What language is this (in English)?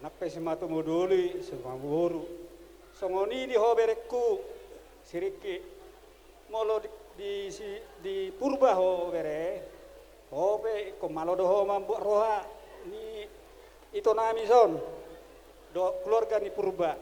Batak Toba